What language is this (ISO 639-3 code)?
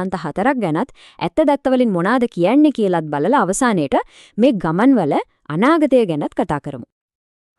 sin